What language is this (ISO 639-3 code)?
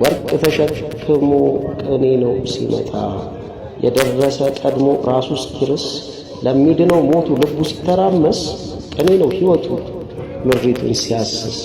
amh